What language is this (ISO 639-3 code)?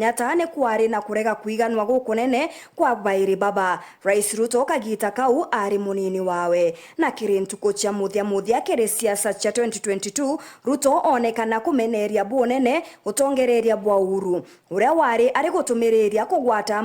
mer